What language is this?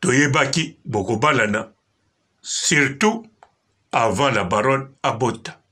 Lingala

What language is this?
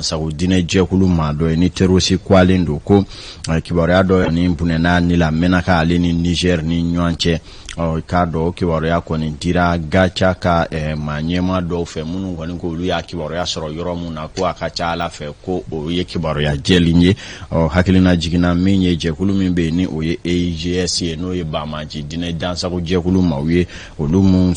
Bambara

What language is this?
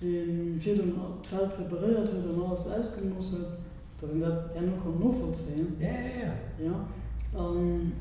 Luxembourgish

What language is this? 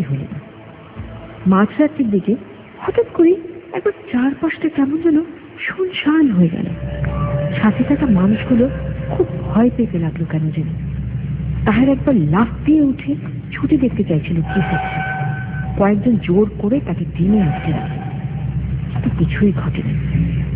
Bangla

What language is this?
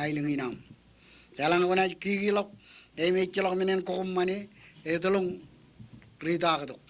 Marshallese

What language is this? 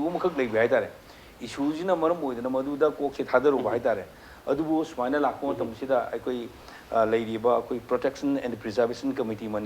Manipuri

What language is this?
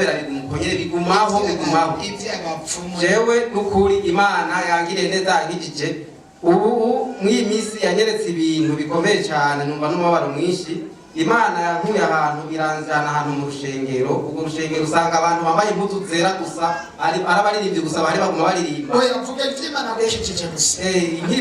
Rundi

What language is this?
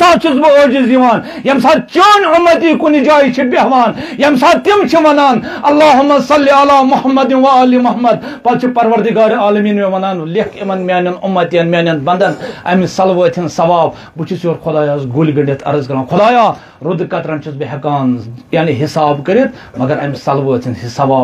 Kashmiri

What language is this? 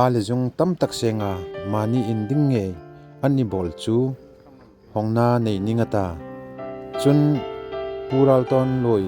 Hmar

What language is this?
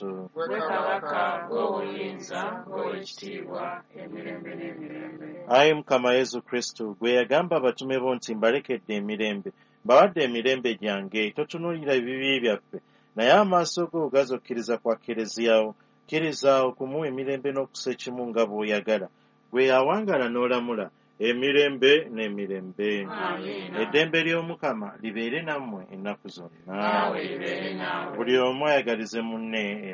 Ganda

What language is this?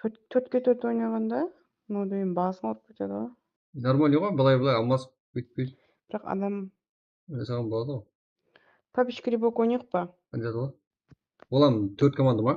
Kara-Kalpak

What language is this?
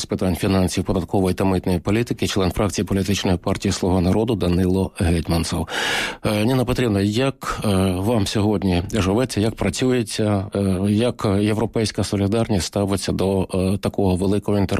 Ukrainian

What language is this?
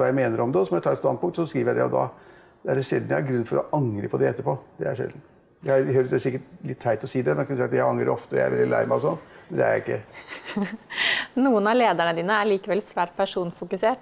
Norwegian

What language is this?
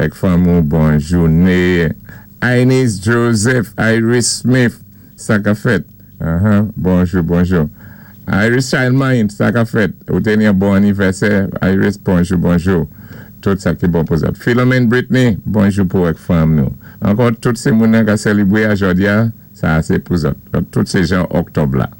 Saint Lucian Creole French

